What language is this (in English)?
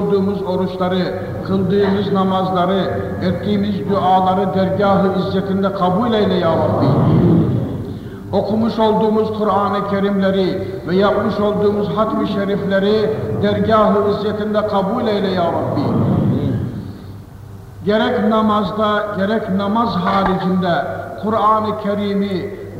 Turkish